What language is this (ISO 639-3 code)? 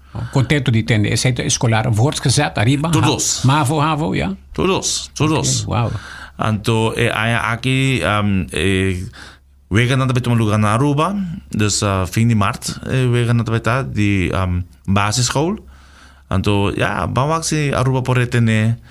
pap